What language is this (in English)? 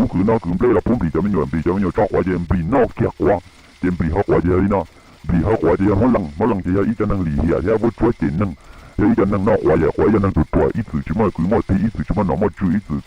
Hmong